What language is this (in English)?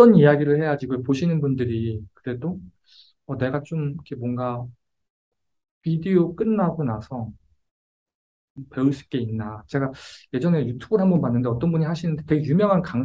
Korean